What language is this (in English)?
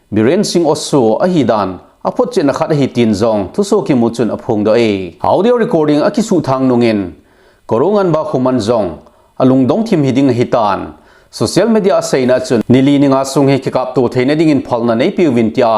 Thado Chin